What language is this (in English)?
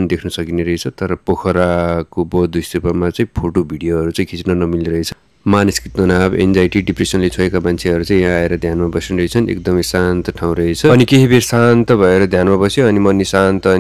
Nepali